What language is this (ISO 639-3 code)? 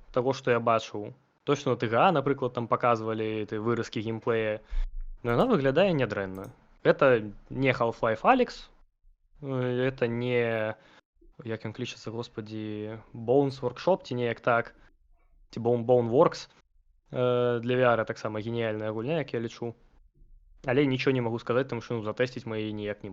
bel